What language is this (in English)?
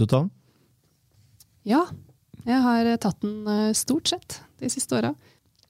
Norwegian